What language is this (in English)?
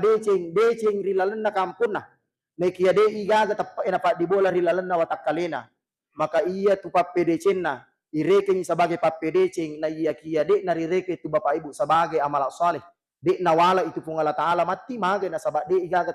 Buginese